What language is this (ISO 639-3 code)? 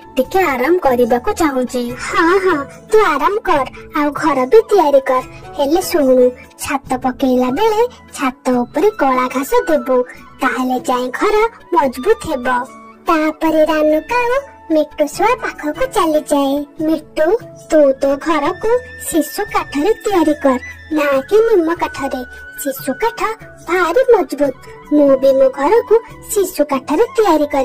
ori